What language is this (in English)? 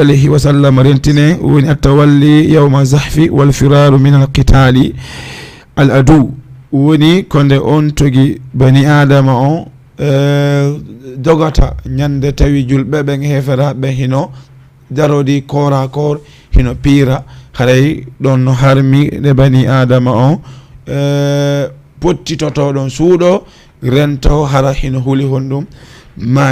Fula